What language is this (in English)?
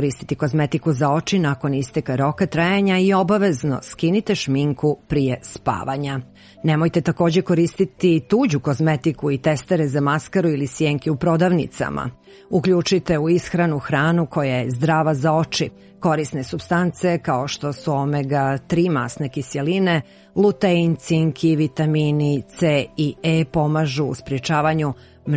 Serbian